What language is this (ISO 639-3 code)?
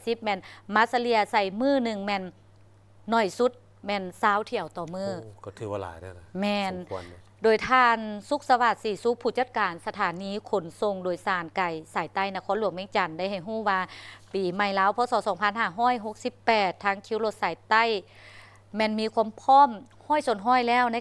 lao